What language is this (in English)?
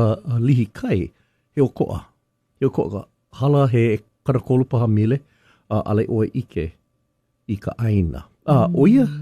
Hawaiian